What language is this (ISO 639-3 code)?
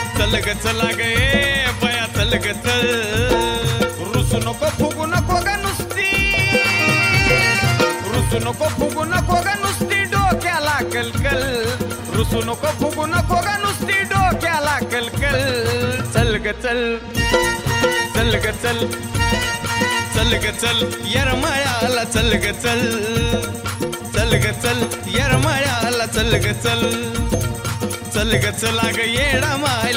mar